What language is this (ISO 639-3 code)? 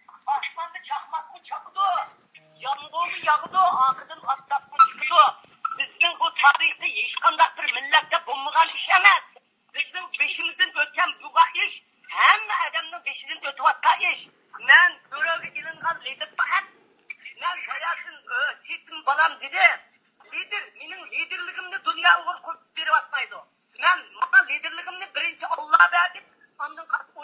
uig